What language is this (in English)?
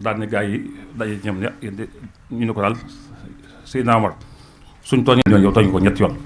Wolof